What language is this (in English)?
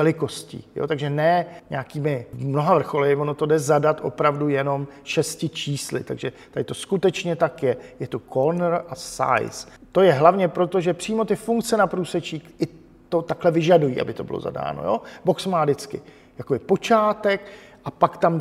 Czech